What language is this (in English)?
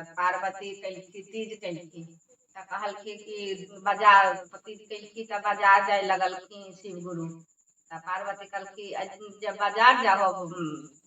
Magahi